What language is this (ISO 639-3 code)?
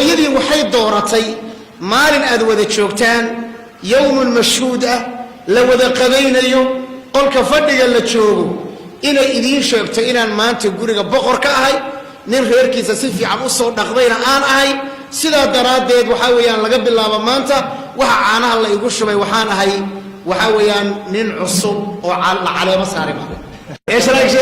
som